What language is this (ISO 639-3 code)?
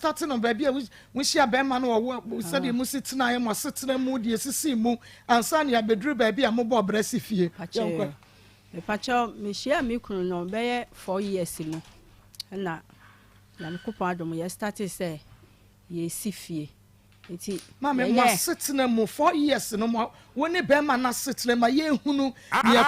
aka